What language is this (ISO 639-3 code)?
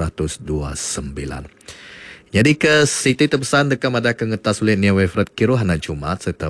iba